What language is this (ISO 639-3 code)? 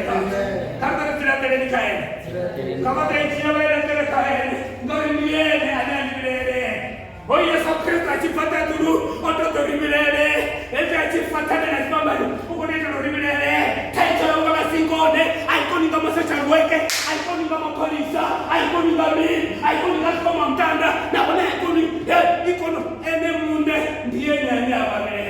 ven